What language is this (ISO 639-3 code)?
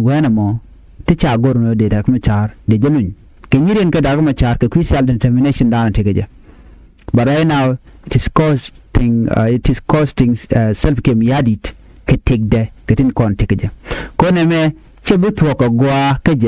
nus